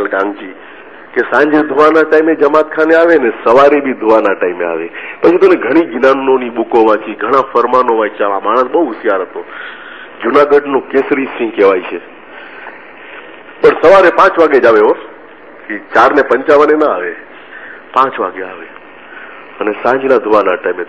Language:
Gujarati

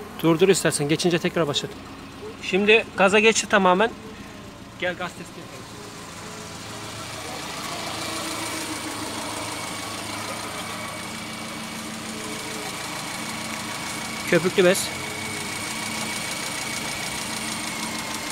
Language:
Turkish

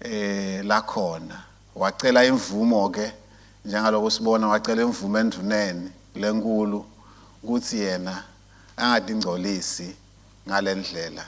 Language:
Swati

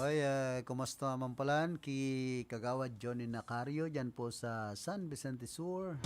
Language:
Bikol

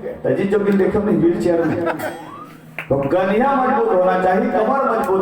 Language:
Chhattisgarhi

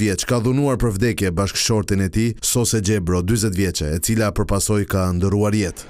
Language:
Albanian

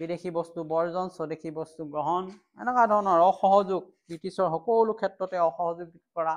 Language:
Assamese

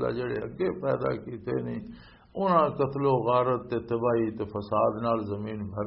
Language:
Western Panjabi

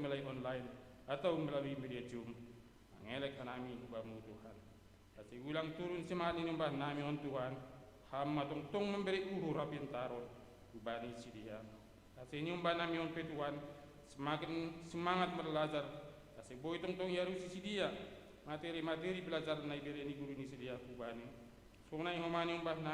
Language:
Batak Simalungun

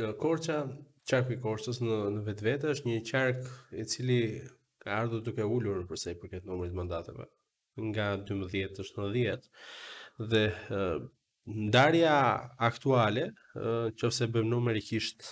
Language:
Albanian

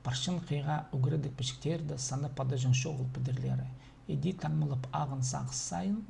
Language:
Khakas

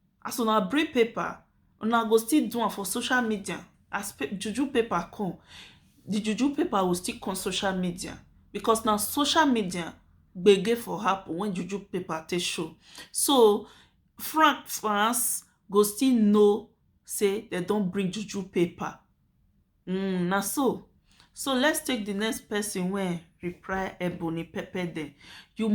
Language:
Nigerian Pidgin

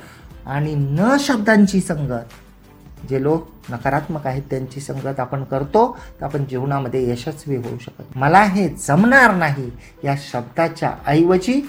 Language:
Marathi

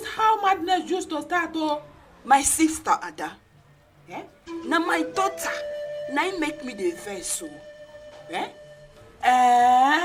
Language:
Nigerian Pidgin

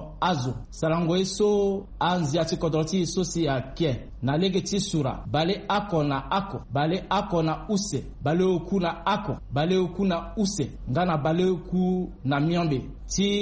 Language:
Sango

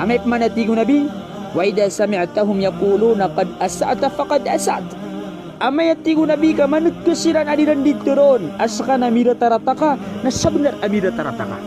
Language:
Maranao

